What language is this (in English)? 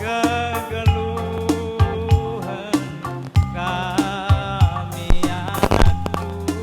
Batak Karo